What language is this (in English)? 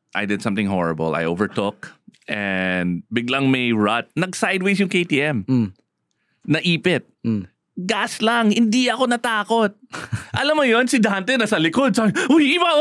Filipino